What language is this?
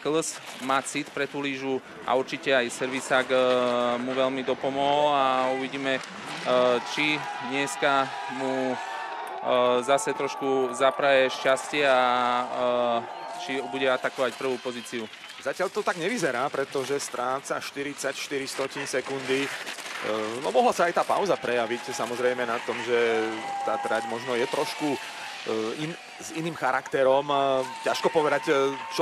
Slovak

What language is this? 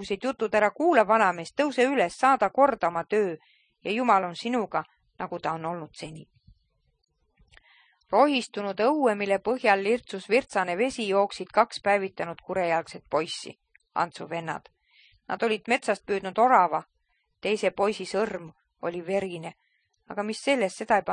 Estonian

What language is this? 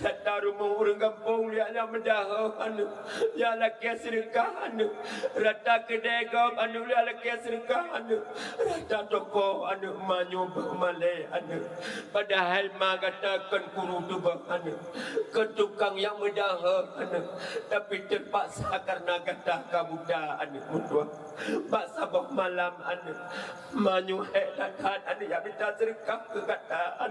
Achinese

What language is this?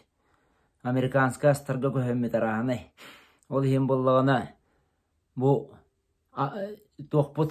Yakut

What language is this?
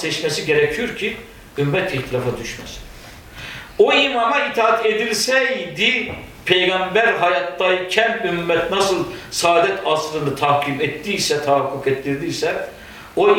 Turkish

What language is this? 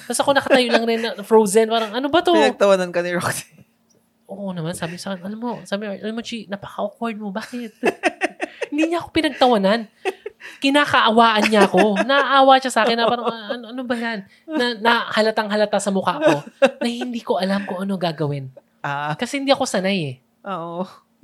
Filipino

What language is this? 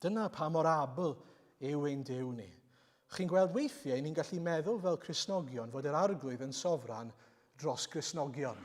Welsh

